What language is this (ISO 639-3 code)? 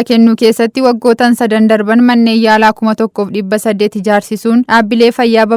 orm